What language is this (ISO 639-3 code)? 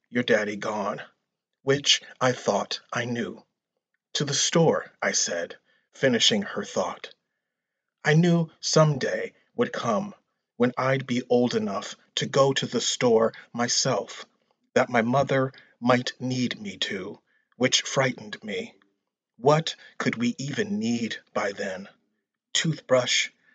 eng